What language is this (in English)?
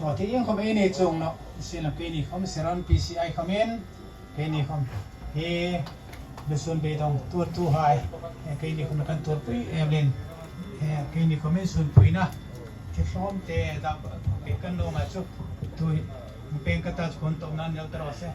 Hmar